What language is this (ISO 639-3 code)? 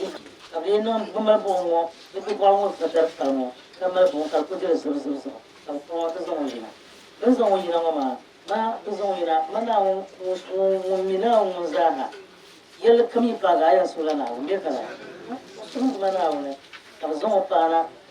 dag